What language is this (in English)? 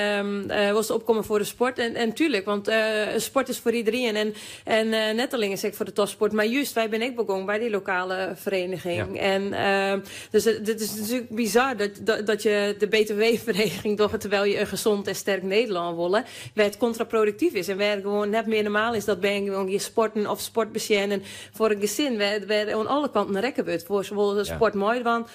Western Frisian